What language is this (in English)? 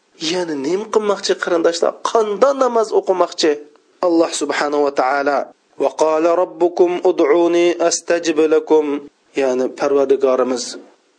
Uyghur